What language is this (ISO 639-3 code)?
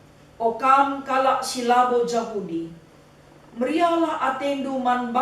btx